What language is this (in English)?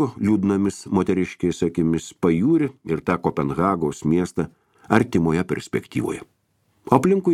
Lithuanian